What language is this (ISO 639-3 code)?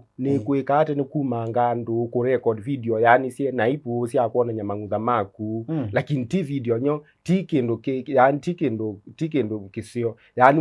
kam